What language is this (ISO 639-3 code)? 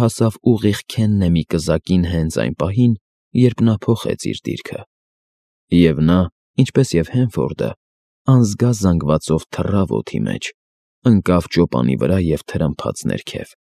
hye